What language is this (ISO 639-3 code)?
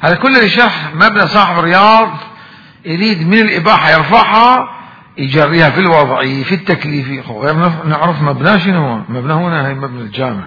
acm